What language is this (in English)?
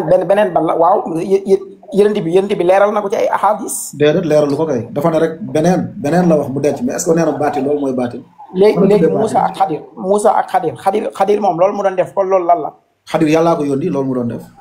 Wolof